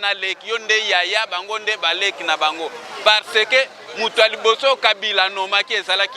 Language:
Lingala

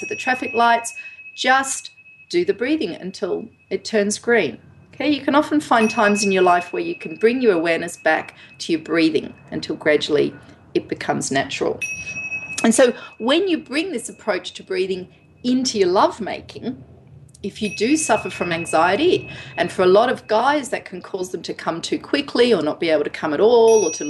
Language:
English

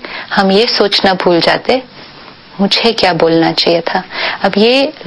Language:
Hindi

